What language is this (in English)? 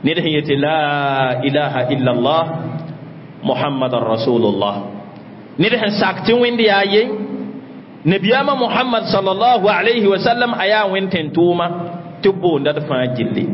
Mossi